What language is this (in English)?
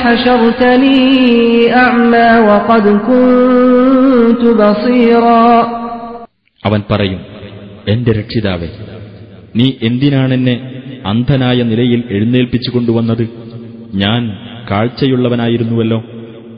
Malayalam